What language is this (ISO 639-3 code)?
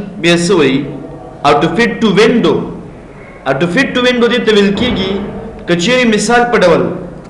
pus